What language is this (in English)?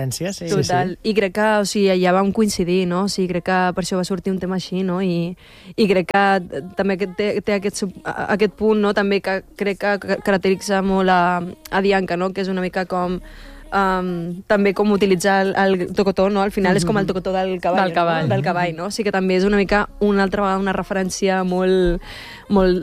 Catalan